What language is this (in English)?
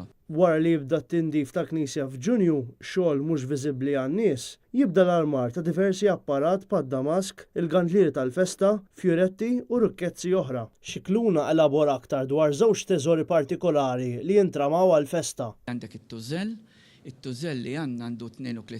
Maltese